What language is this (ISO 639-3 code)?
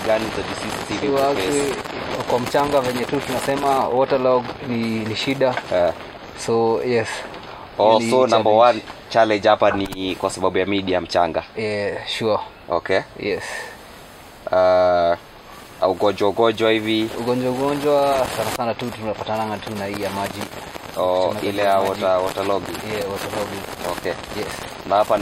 swa